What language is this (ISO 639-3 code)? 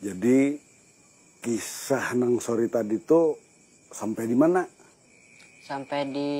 bjn